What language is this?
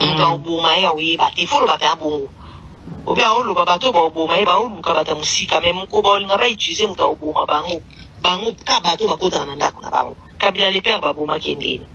Lingala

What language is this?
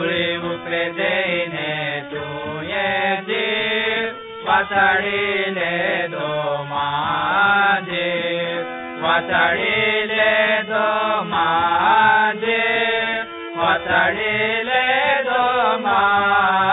Marathi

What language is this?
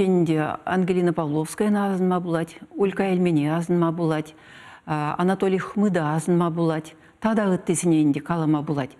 Chuvash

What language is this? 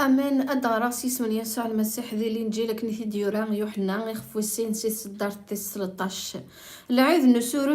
Kabyle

